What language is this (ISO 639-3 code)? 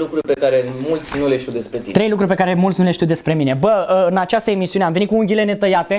ron